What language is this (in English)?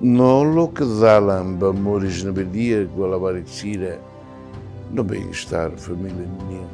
Tetum